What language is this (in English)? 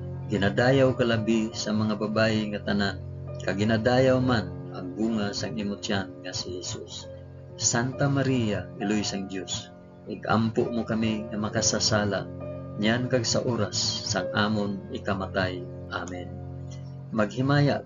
Hiligaynon